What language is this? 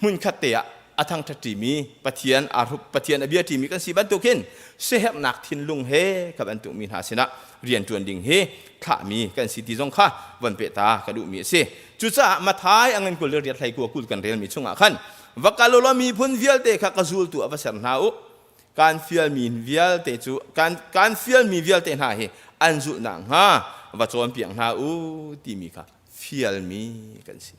Hakha Chin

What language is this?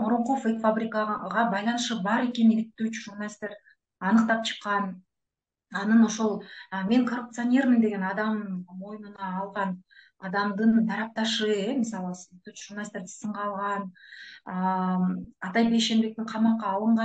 Kyrgyz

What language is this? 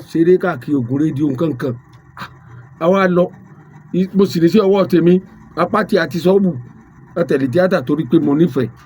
Yoruba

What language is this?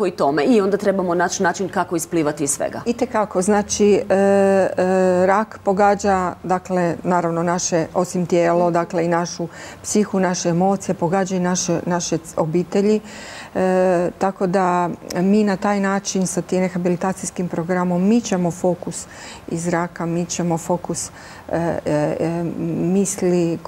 Croatian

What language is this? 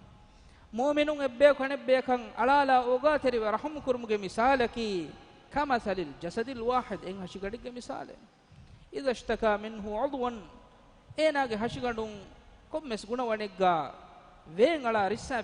Divehi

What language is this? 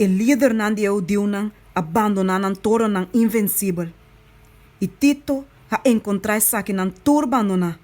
Papiamento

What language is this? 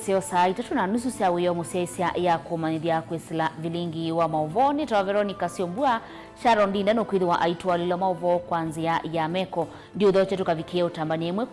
Kamba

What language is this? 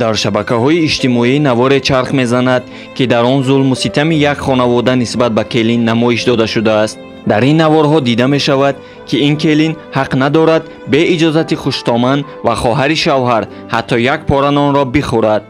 Tajik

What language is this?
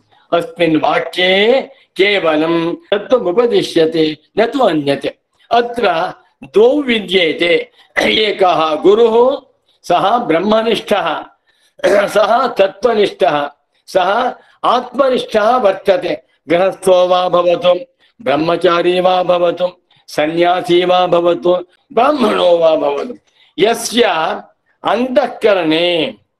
Sanskrit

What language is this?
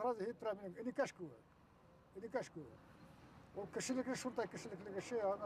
Bashkir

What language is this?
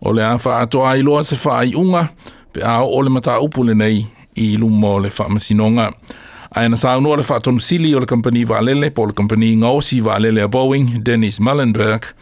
Samoan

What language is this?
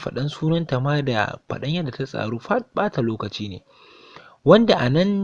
Hausa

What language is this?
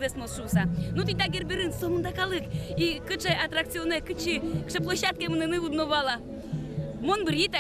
Udmurt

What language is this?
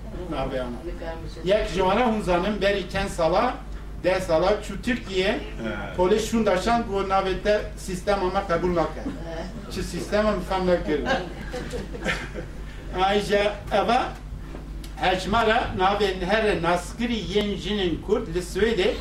Kurdish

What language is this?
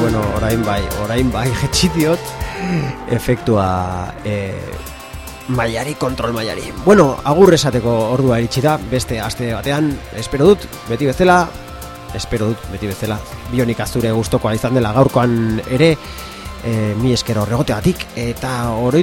Basque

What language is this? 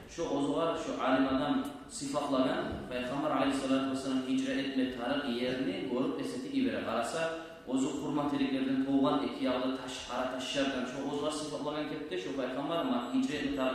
Kumyk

